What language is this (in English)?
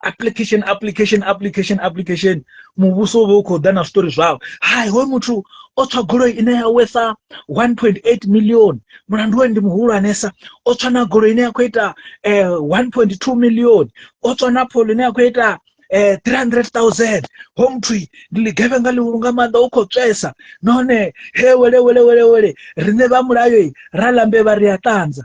Venda